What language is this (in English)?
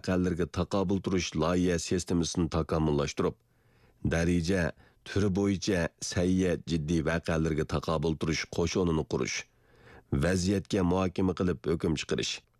Uyghur